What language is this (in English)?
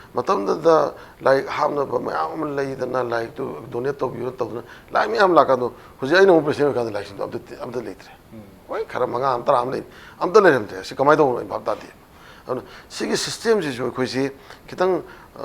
Manipuri